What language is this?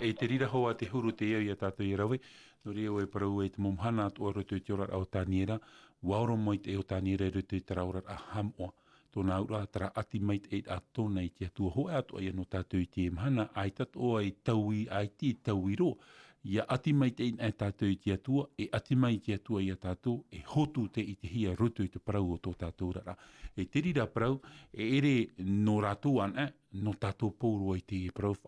Tahitian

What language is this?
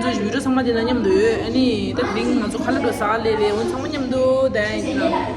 Tibetan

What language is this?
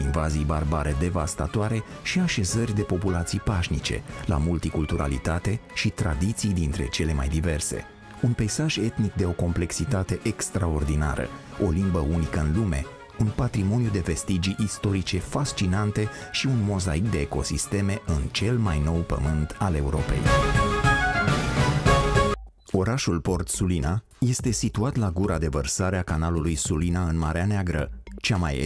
Romanian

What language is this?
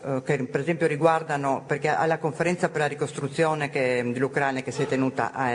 Italian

